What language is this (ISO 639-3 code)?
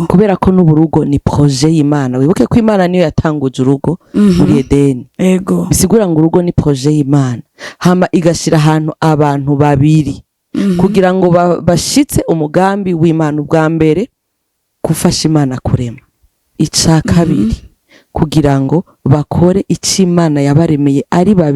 run